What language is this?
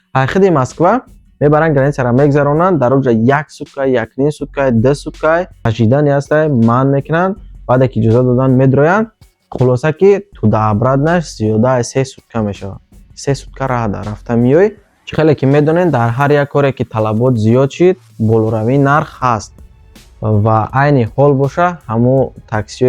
Tajik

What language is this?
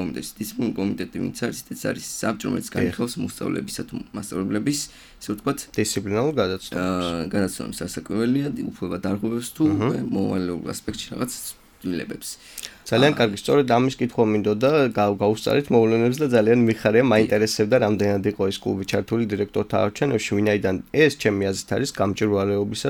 Georgian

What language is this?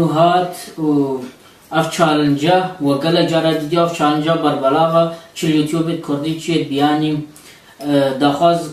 Kurdish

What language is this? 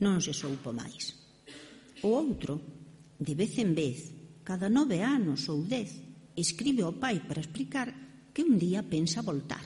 Galician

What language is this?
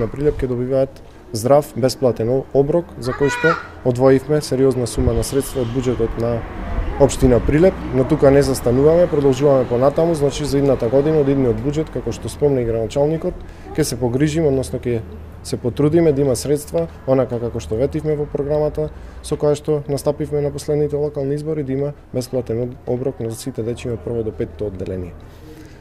Macedonian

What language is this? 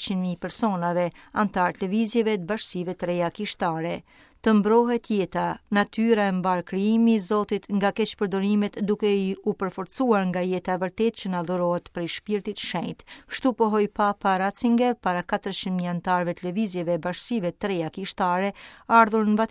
Albanian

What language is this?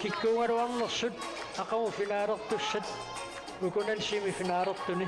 Kalaallisut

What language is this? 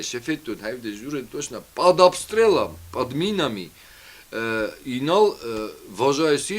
Ossetic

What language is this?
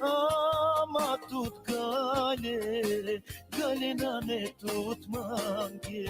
Balkan Romani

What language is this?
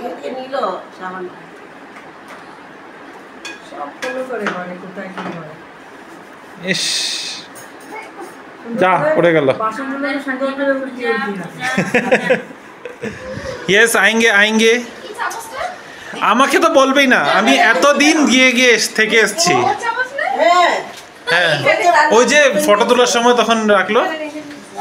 Bangla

